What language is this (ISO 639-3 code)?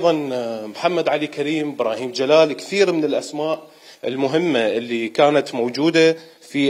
acm